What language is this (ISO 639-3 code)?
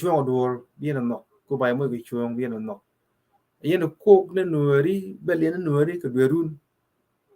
nus